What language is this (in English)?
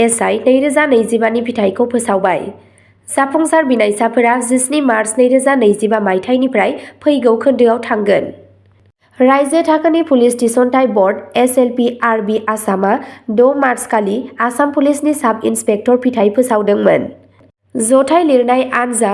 Bodo